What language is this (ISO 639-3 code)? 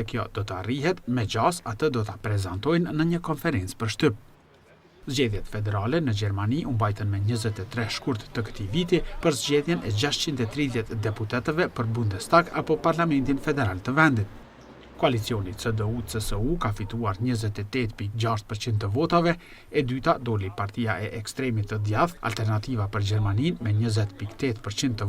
sqi